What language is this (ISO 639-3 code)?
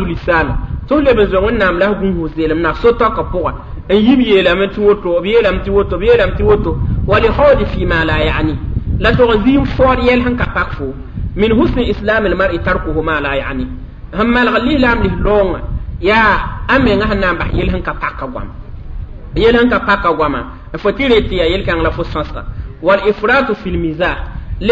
mos